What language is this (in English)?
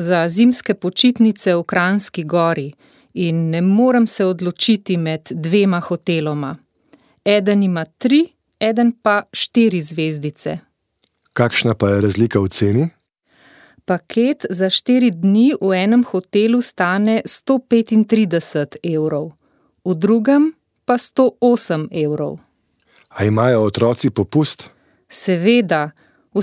Slovenian